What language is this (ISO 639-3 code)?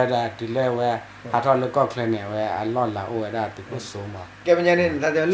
ksw